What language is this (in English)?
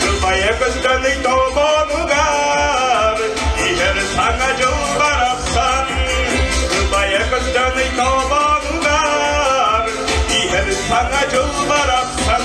Yakut